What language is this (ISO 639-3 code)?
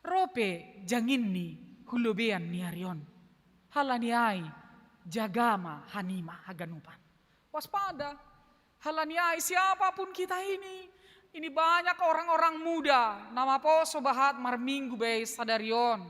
bts